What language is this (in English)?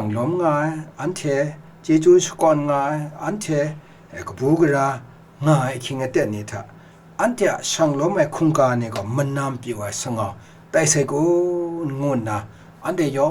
Kachin